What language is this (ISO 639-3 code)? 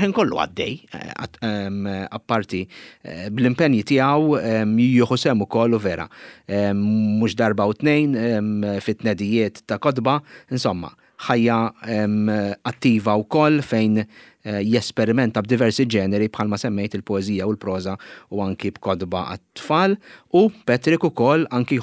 mlt